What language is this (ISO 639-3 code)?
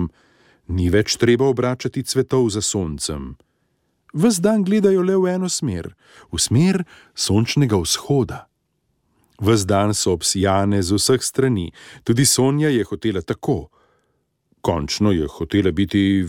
slv